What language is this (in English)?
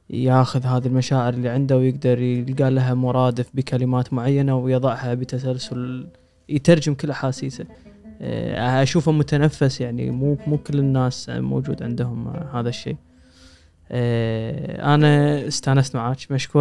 Gulf Arabic